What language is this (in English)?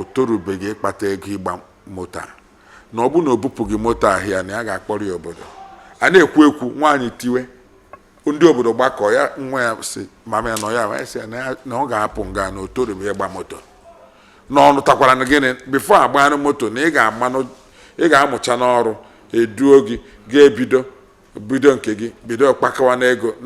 Igbo